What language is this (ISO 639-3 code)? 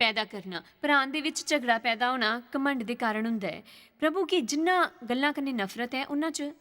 doi